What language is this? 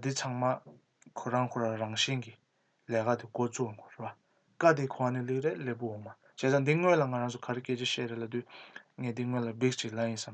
Tibetan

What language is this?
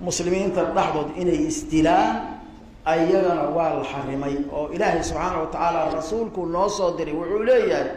Somali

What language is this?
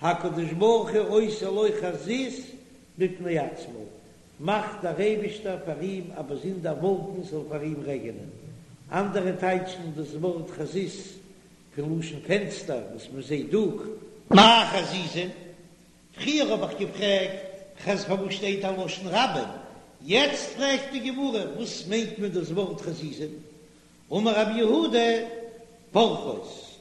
Yiddish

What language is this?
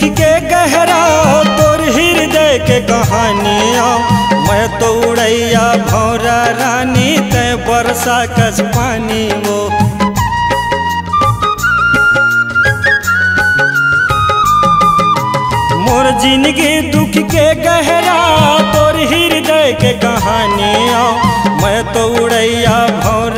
Chhattisgarhi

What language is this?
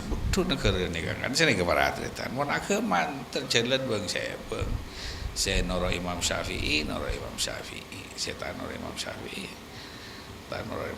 Madurese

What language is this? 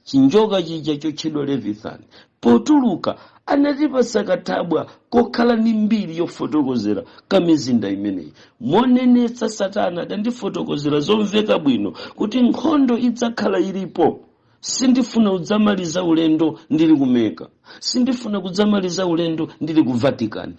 Nyanja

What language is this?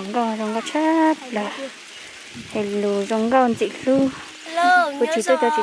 Hmong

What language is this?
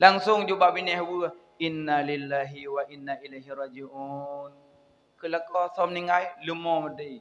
Achinese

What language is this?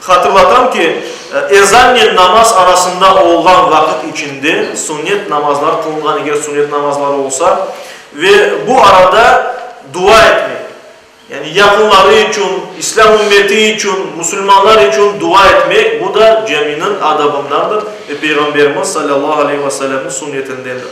Crimean Tatar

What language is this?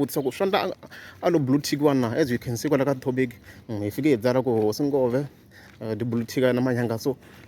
Tsonga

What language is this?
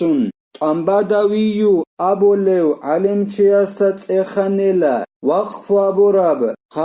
Avaric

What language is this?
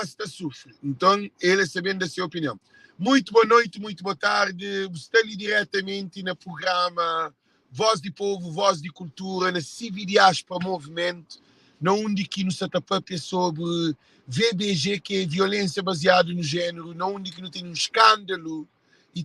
Kabuverdianu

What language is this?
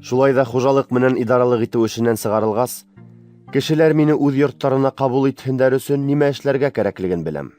Bashkir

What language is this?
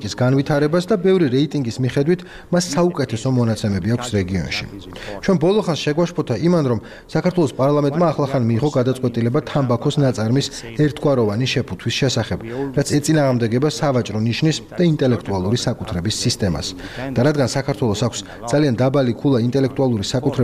Georgian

